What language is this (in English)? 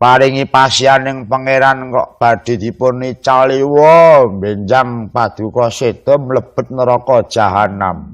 Javanese